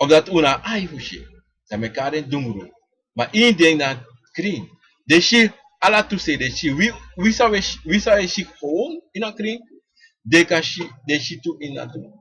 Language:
Sranan Tongo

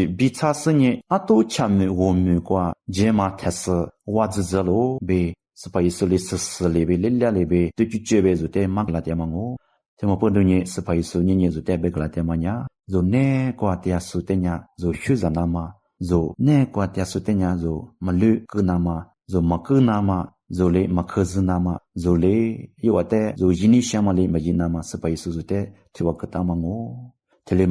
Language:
Lisu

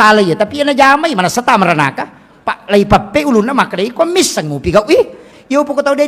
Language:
Buginese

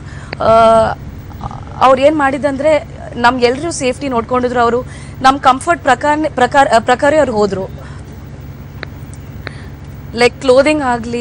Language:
Kannada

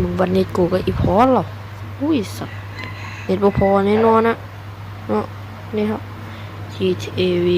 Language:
Northeastern Thai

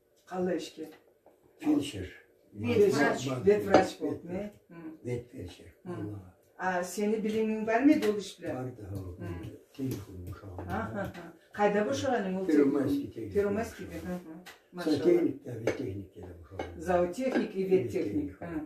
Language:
Karachay-Balkar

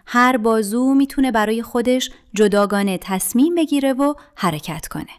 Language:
Persian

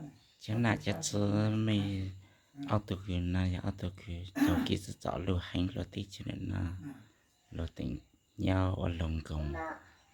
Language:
Hmong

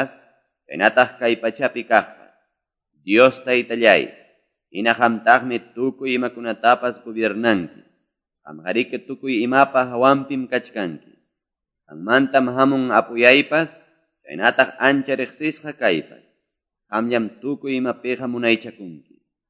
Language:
Quechua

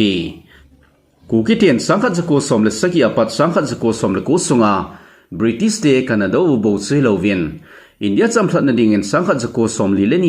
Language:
Thado Chin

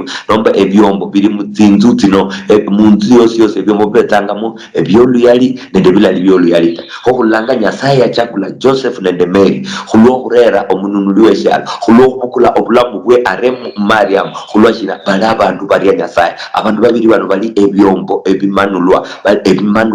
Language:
Luyia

